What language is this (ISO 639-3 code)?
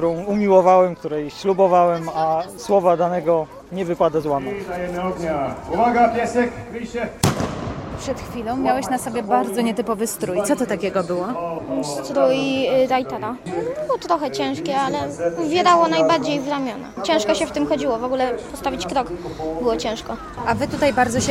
pol